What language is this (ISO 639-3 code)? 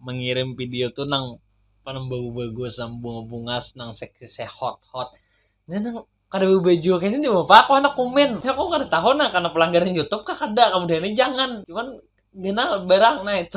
bjn